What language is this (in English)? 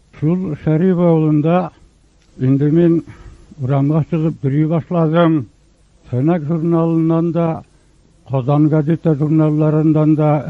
Tatar